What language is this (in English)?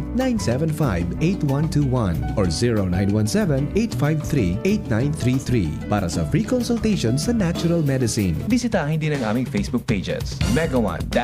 Bikol